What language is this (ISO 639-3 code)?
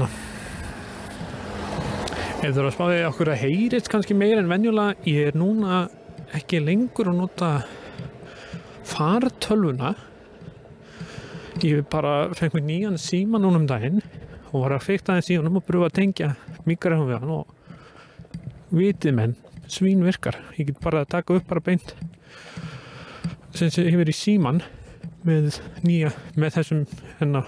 isl